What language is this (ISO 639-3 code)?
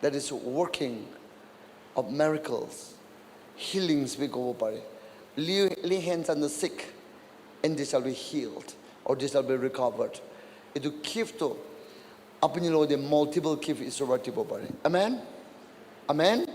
nag